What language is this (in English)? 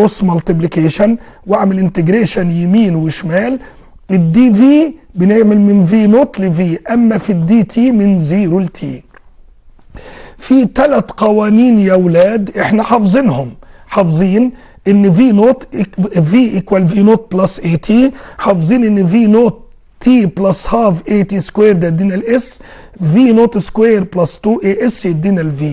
Egyptian Arabic